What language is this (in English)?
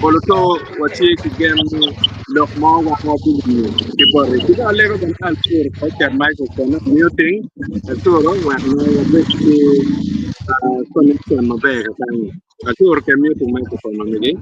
Acoli